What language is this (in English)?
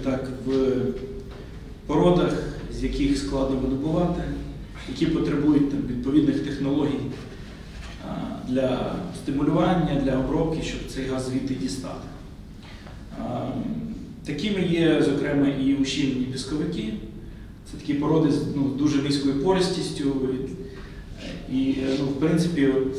Ukrainian